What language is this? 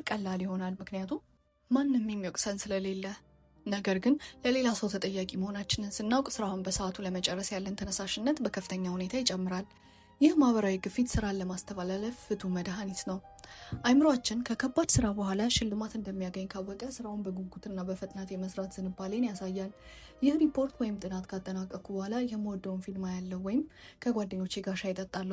Amharic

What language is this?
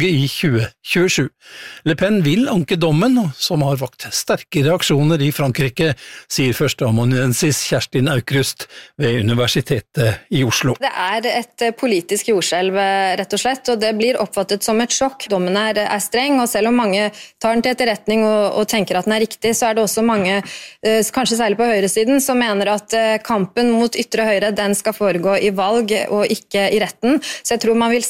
Norwegian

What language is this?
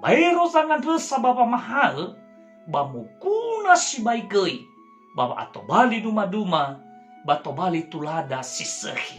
Nias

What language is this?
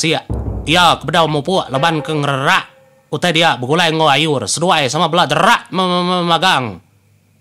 Iban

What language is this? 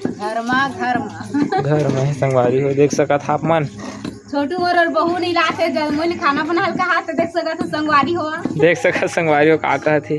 Chhattisgarhi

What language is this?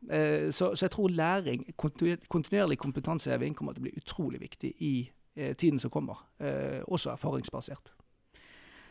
Norwegian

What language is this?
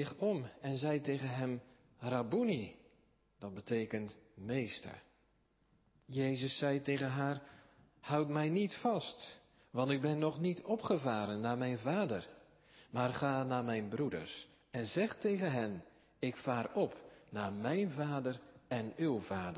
Dutch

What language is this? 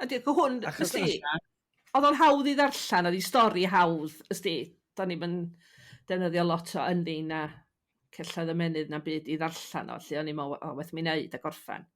Welsh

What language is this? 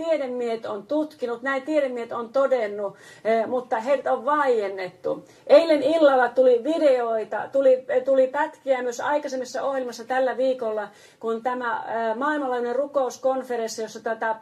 Finnish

